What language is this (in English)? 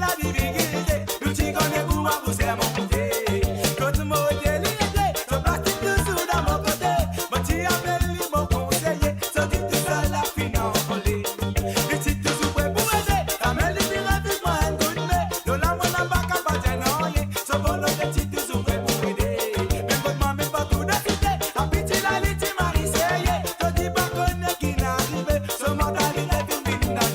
Morisyen